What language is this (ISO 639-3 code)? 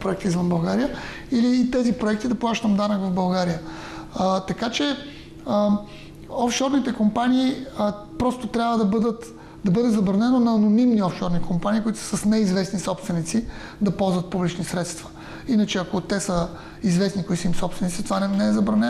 bul